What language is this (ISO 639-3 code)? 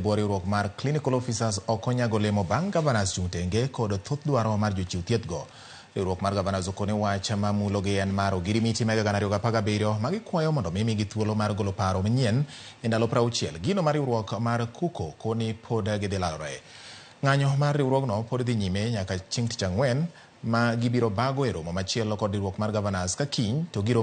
luo